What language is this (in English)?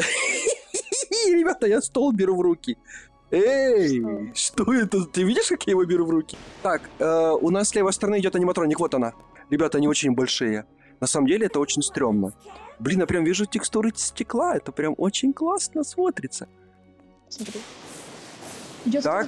Russian